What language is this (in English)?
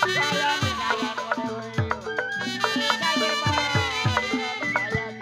Betawi